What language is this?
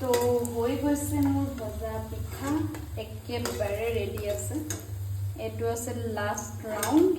Assamese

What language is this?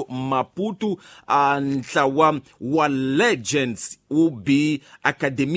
Tsonga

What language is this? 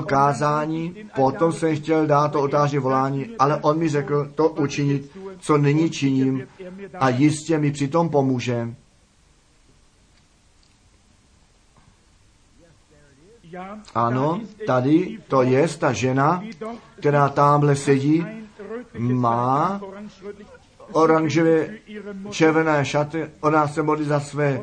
Czech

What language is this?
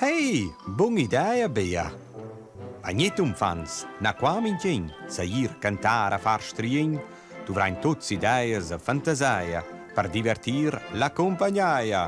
Romansh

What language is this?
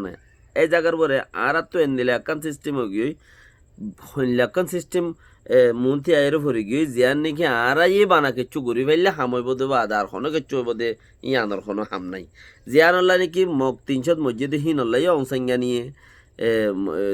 Rohingya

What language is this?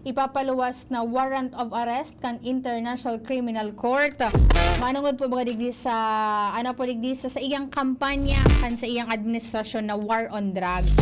Bikol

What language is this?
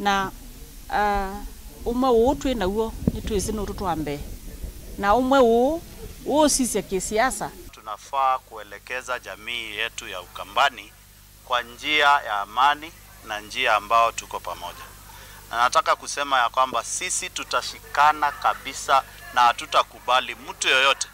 Kamba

